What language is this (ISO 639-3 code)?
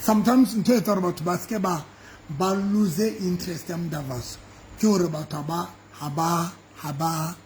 sot